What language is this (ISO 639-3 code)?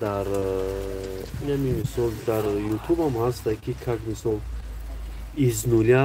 tgk